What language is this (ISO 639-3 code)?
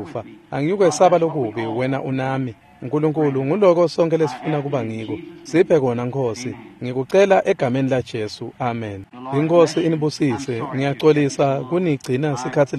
ssw